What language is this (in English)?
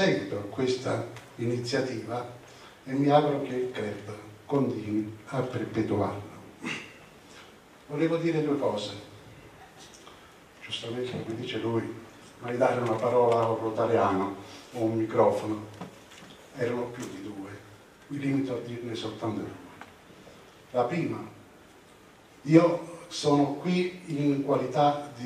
Italian